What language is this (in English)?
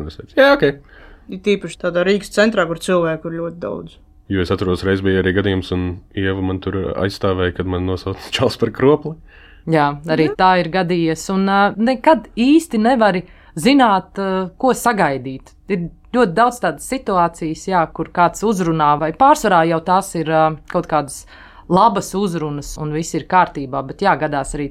Latvian